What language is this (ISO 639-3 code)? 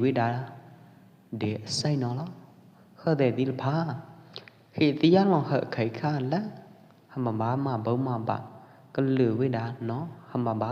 kjp